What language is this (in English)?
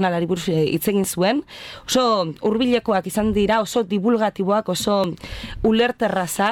Basque